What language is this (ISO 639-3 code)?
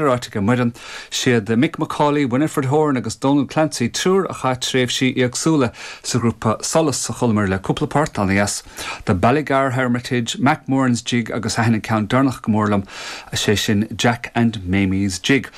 gle